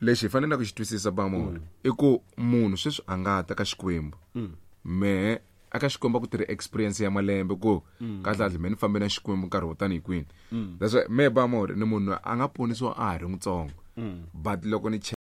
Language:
Tsonga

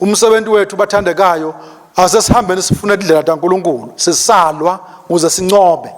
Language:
Swati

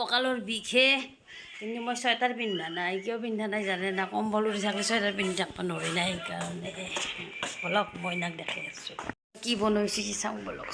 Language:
Assamese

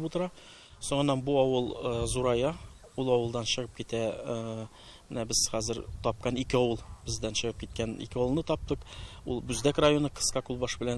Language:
Tatar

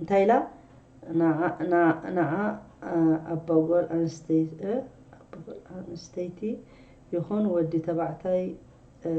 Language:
Tigrinya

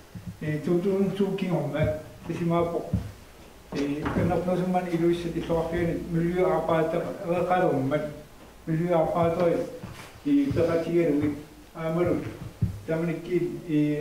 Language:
Kalaallisut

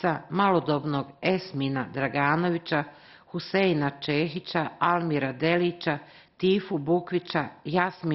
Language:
Bosnian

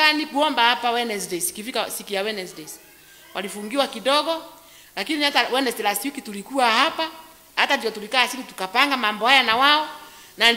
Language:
Swahili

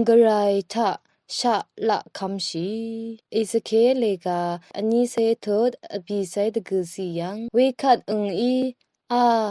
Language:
Rawang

